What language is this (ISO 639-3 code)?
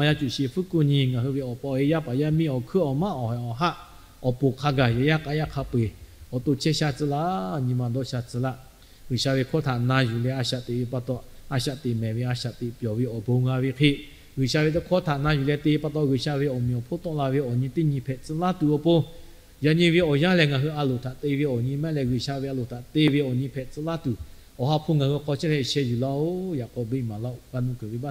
lhu